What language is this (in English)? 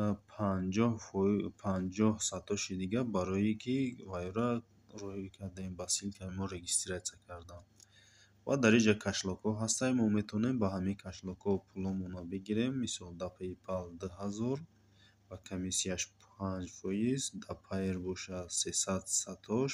Tajik